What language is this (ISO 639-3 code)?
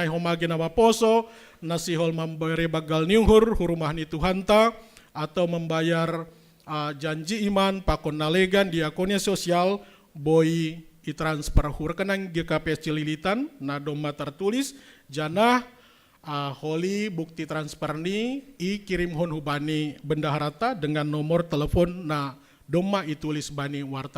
bts